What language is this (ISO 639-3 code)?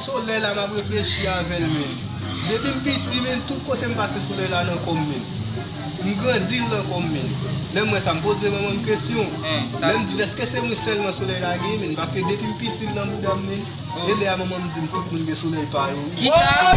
hat